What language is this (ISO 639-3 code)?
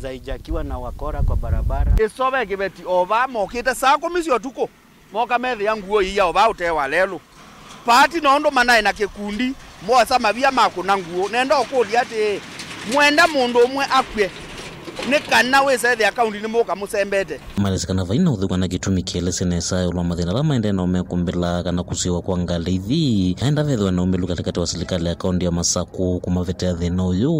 kam